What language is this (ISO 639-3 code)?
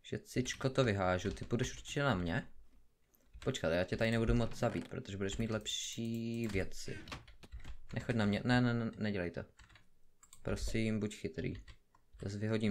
ces